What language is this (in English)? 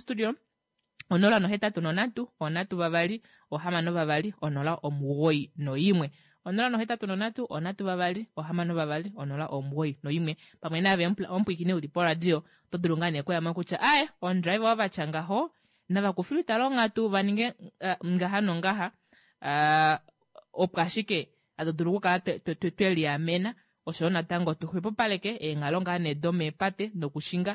Kuanyama